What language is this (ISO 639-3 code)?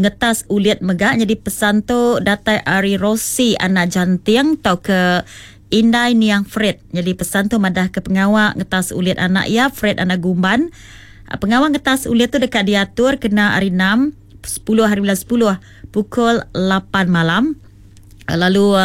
iba